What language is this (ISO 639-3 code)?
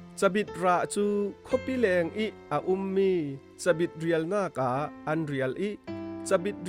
cfm